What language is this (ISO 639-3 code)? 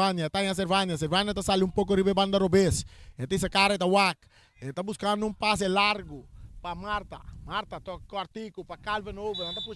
pap